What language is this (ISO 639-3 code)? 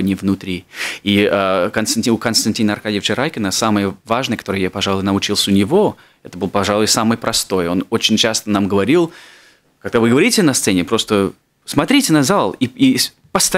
rus